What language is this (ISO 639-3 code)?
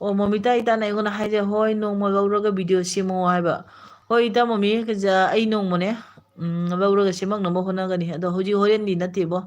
mni